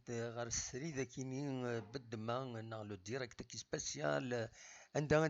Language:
Kabyle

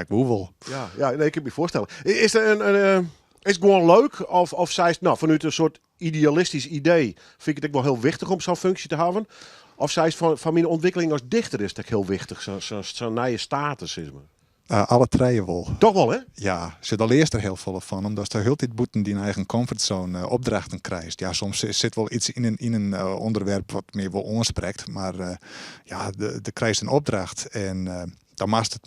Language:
Western Frisian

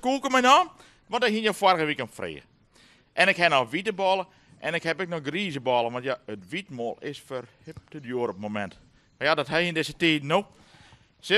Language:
Western Frisian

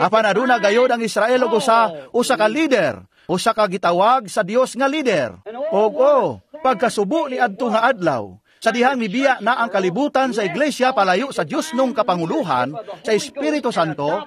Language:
Cebuano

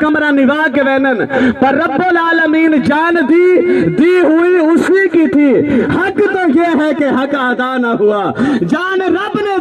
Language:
Saraiki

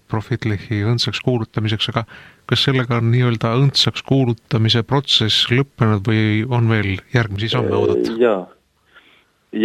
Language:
Estonian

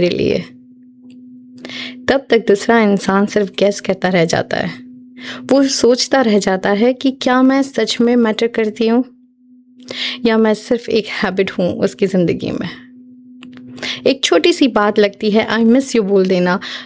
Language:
Hindi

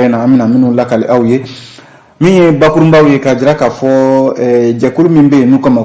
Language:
Bambara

